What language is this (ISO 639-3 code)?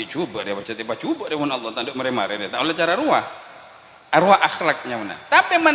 mad